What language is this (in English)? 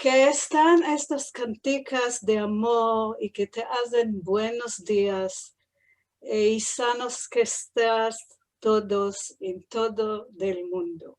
Ladino